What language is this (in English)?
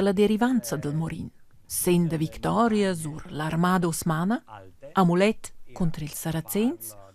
Romansh